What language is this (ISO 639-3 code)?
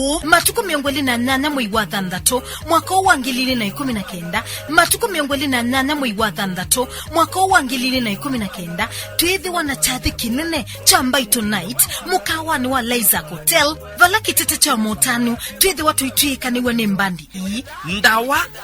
kam